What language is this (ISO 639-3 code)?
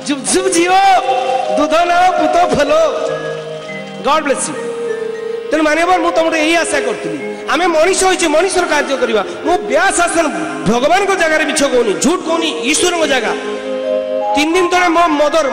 ori